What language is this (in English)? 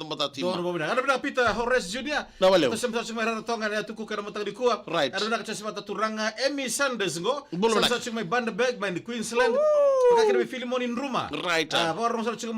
Fijian